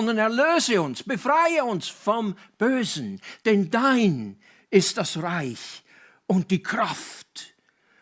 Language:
Swiss German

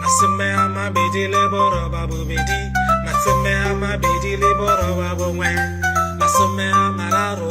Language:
Tswana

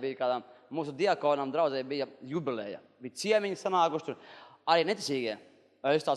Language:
Latvian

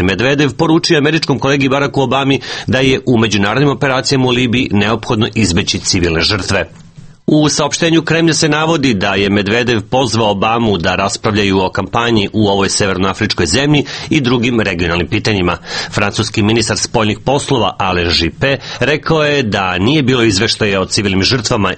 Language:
Serbian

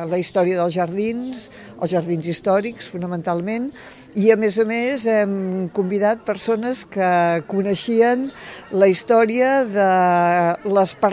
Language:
Catalan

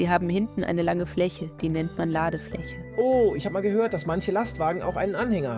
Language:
Swiss German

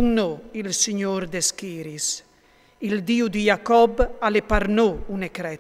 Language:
Friulian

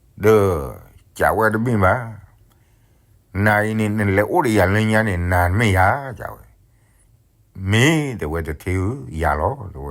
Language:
S'gaw Karen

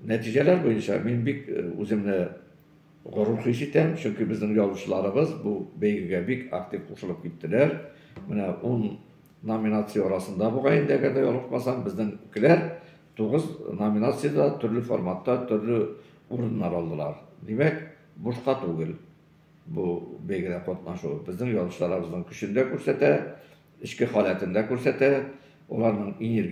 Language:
Tatar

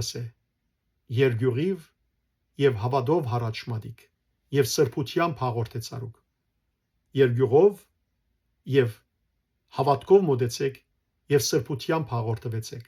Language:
Western Armenian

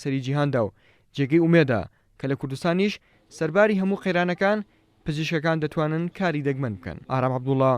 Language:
Central Kurdish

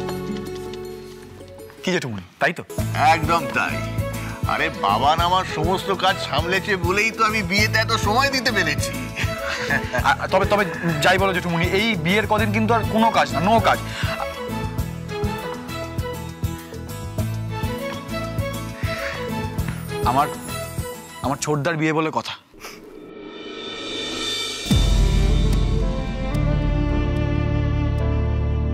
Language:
Bangla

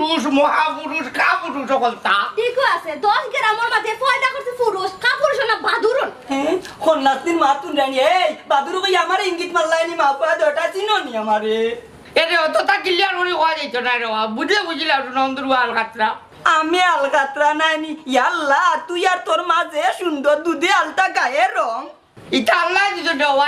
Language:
Sylheti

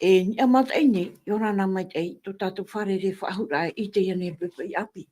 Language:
Tahitian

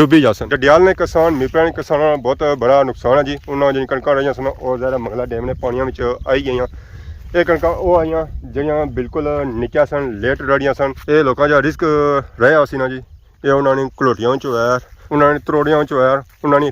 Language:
Pahari-Potwari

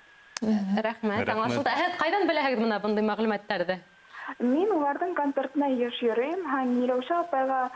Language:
Bashkir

